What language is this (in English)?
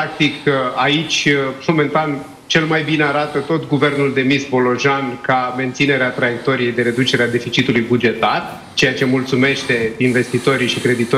Romanian